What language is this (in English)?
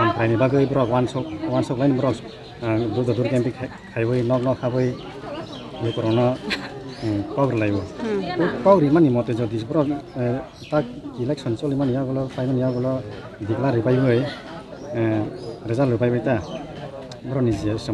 Kok Borok